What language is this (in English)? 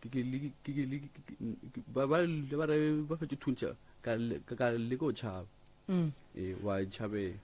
Northern Sotho